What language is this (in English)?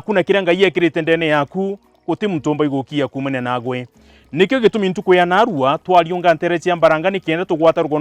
Meru